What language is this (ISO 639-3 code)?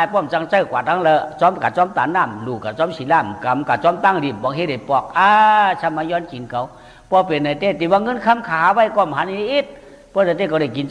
shn